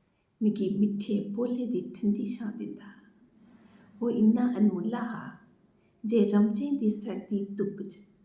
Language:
Dogri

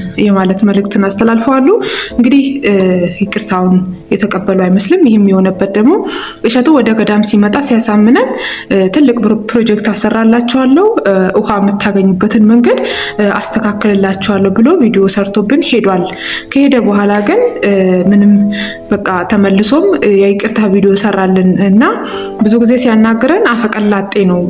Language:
Amharic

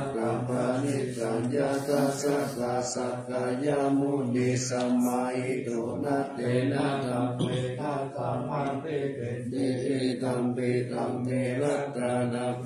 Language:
Pali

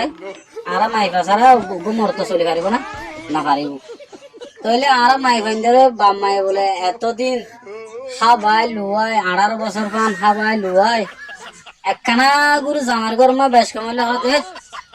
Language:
Rohingya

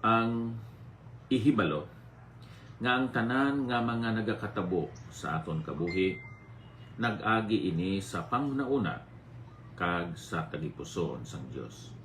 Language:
Hiligaynon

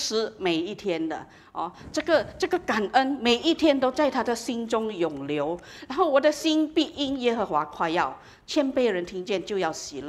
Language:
Chinese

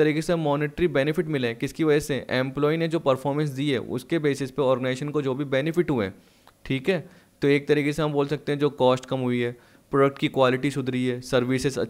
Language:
Hindi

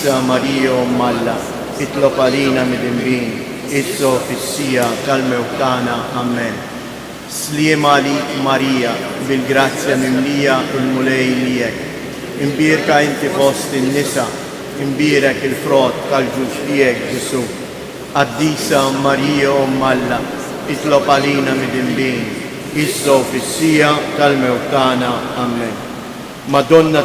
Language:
Maltese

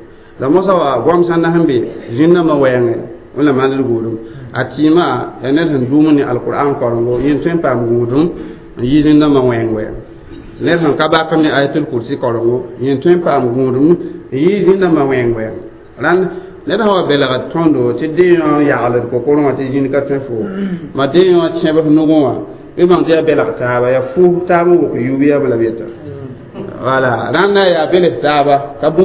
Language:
Mossi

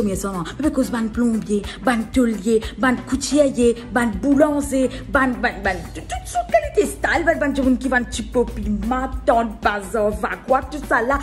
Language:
Morisyen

